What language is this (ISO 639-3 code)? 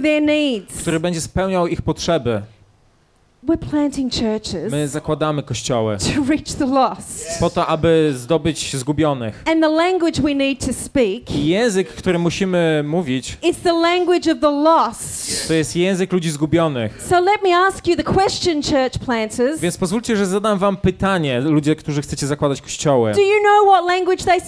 pol